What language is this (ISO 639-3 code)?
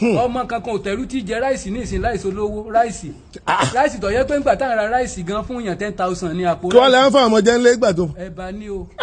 yor